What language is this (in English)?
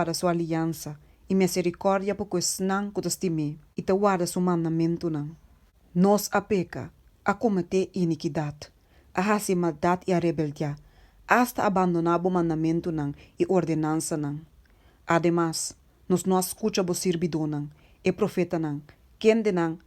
Papiamento